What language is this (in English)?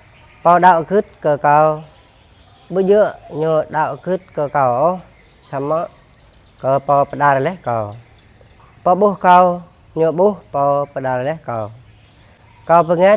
Jarai